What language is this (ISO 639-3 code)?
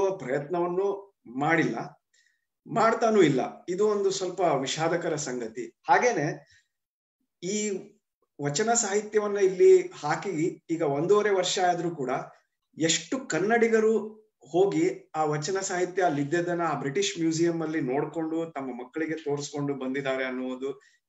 kan